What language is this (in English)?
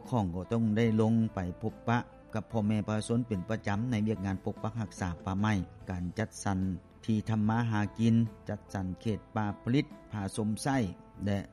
Lao